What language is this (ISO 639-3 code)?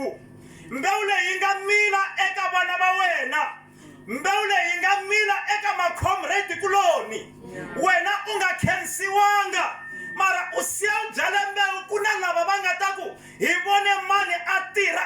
tso